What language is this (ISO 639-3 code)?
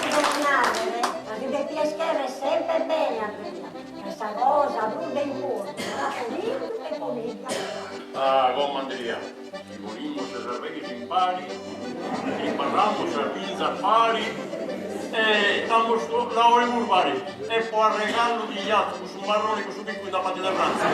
srd